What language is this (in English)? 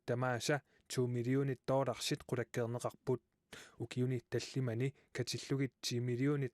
Kalaallisut